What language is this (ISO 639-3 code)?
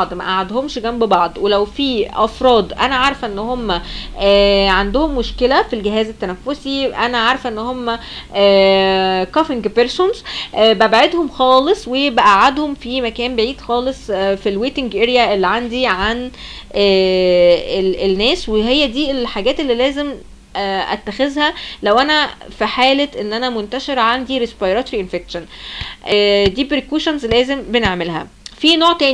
arz